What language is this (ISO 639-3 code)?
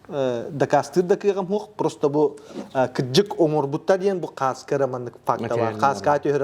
sah